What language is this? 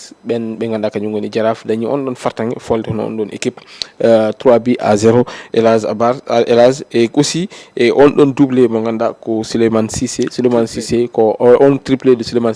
Fula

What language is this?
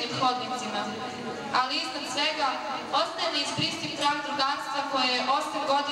Serbian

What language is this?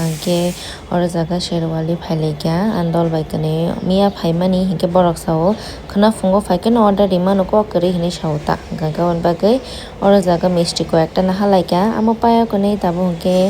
Kok Borok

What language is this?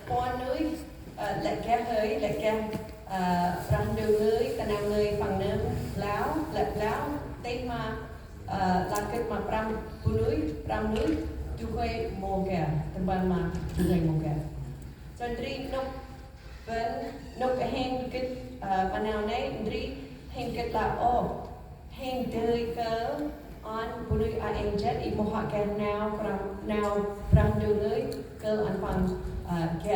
Central Mnong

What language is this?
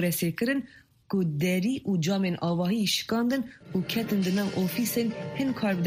Kurdish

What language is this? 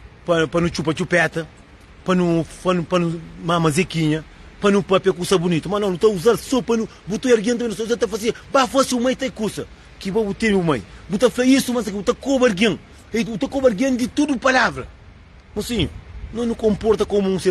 Kabuverdianu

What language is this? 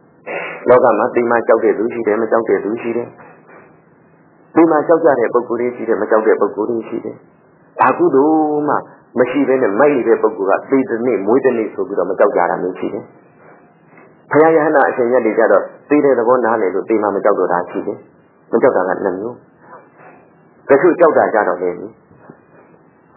Burmese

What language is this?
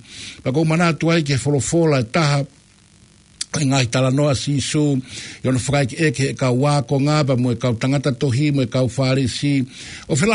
Tongan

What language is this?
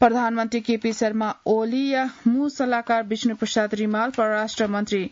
Newari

